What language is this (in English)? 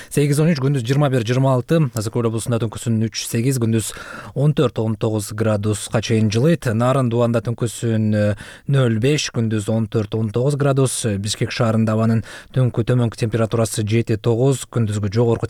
Kyrgyz